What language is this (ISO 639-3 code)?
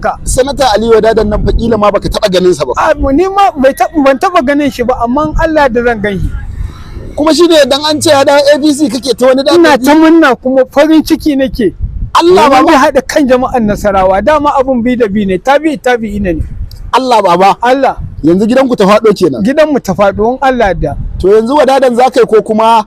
hau